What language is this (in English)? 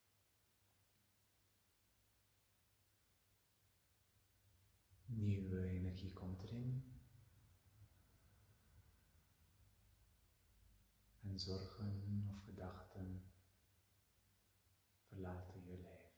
Dutch